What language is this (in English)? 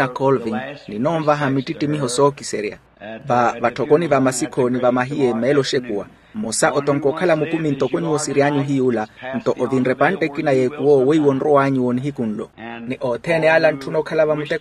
Makhuwa